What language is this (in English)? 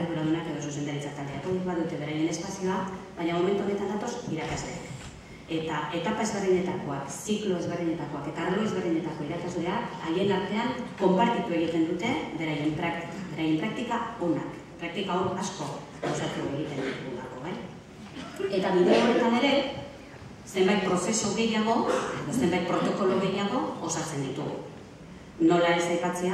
Basque